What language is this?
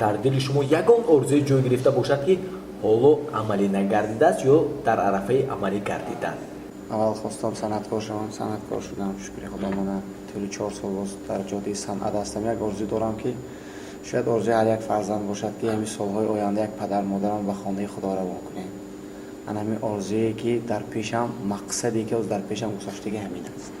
Tajik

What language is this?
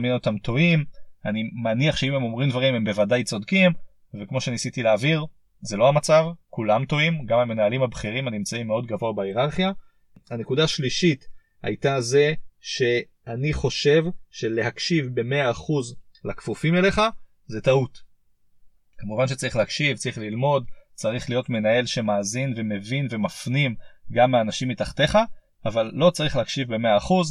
Hebrew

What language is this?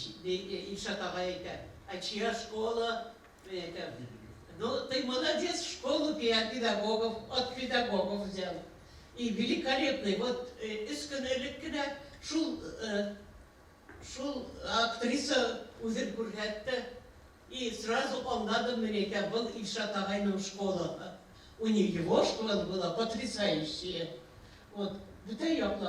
Bashkir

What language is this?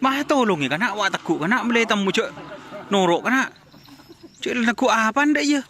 Madurese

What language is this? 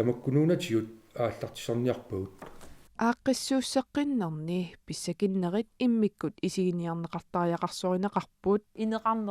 Kalaallisut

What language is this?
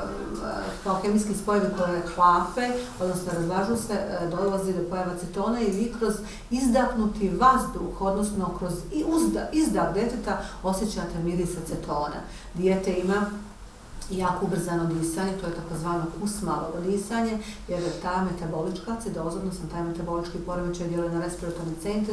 Bosnian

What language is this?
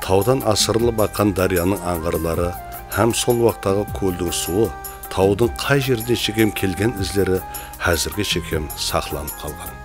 Kara-Kalpak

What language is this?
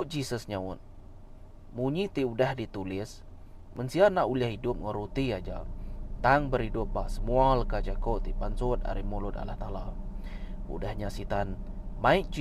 Iban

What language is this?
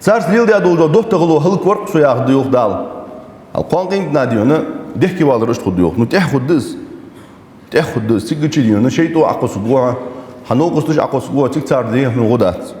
Ingush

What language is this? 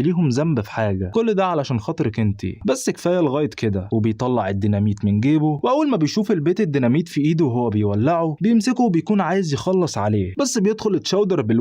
Egyptian Arabic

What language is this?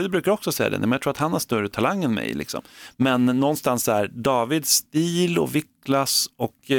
Swedish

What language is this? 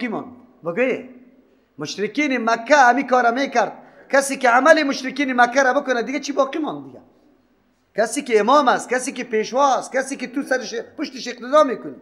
Persian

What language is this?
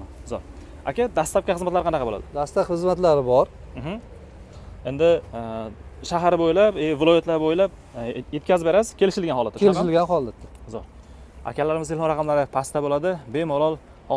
Uzbek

